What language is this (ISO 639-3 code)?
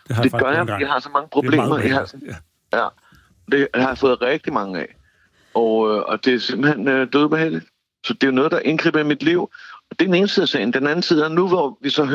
dan